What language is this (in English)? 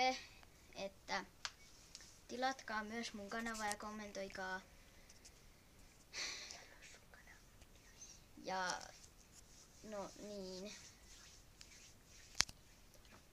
Finnish